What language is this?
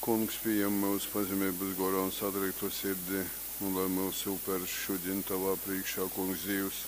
Latgalian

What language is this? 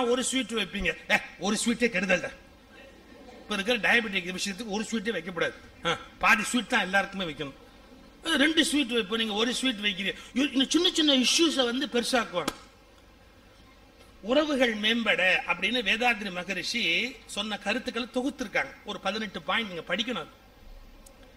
Tamil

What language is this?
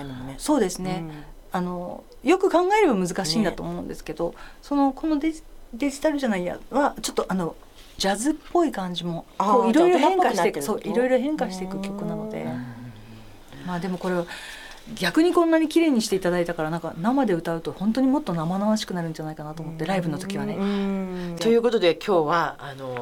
Japanese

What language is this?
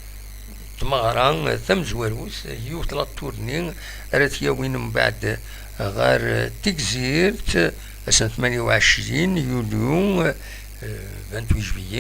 Kabyle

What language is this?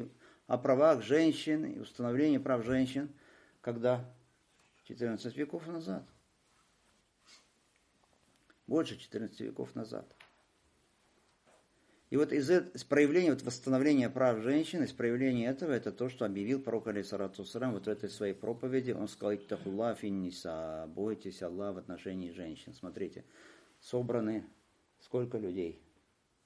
Russian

